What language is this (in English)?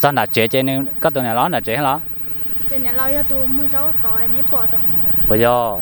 Hmong